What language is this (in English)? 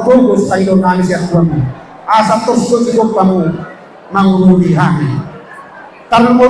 Batak Toba